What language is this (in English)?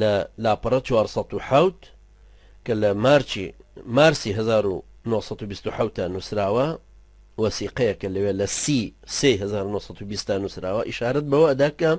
Central Kurdish